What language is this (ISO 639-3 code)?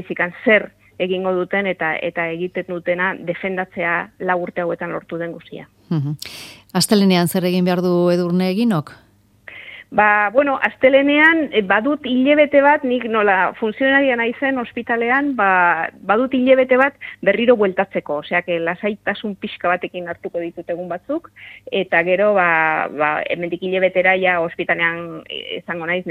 eus